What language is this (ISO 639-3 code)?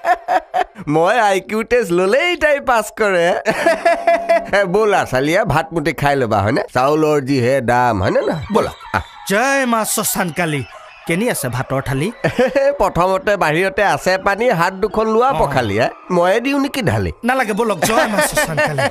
asm